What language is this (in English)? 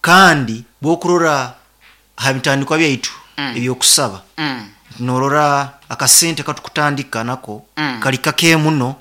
Nyoro